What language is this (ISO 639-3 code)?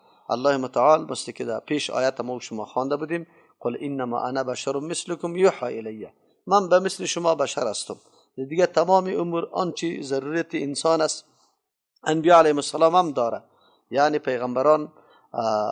fas